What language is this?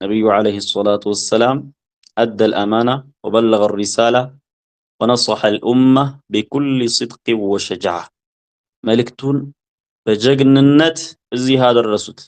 Amharic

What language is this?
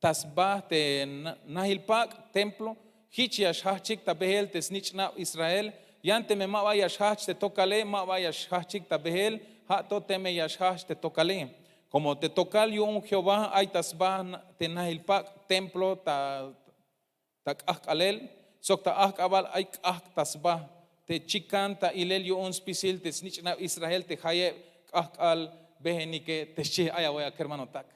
Tzeltal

